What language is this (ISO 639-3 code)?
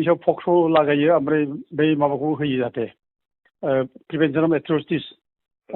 brx